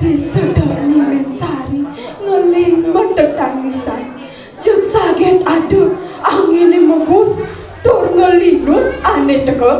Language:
Balinese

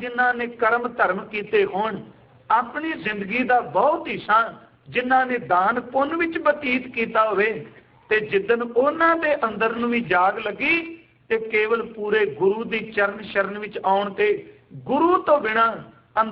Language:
Punjabi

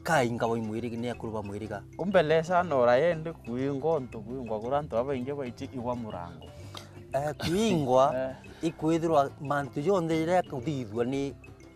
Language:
Meru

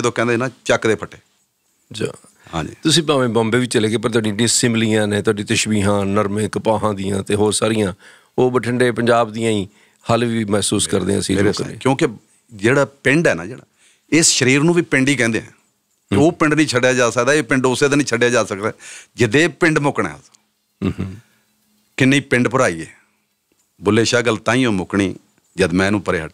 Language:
Punjabi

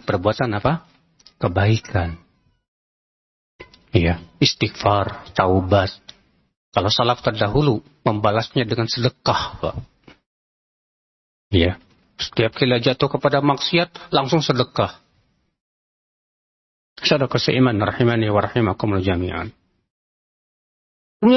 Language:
Indonesian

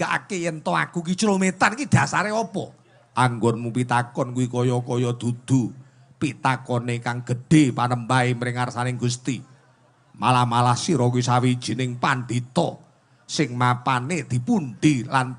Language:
Javanese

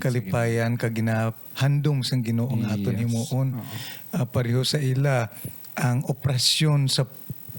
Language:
Hiligaynon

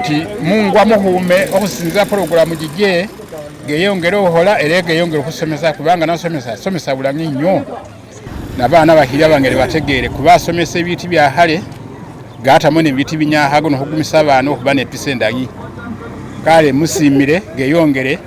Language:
Masaaba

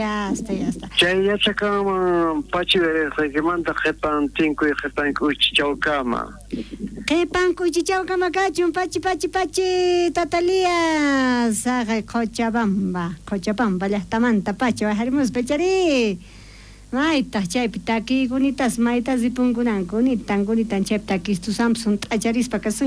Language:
South Bolivian Quechua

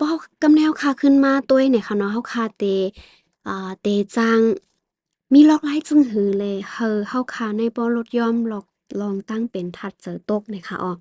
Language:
Shan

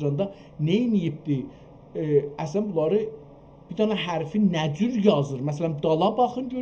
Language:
South Azerbaijani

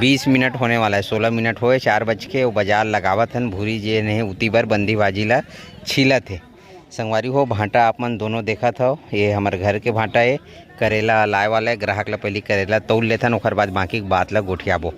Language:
Chhattisgarhi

